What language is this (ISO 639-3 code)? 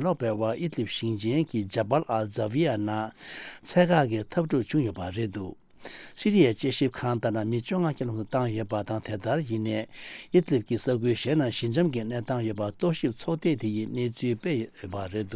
bod